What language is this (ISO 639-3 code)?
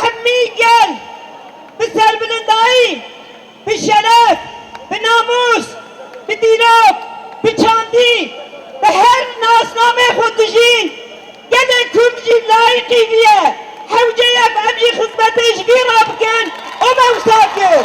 kur